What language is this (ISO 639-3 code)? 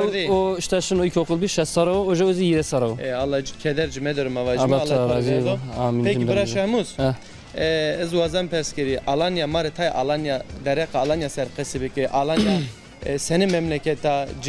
zza